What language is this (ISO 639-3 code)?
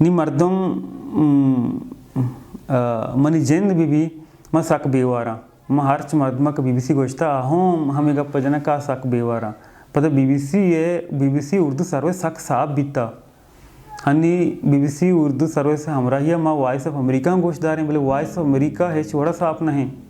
bal